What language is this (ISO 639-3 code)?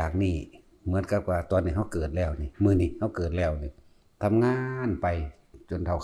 lao